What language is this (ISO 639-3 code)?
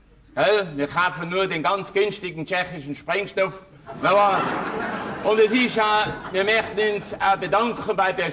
bar